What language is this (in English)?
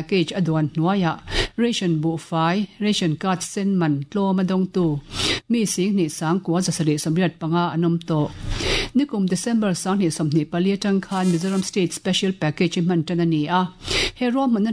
Mizo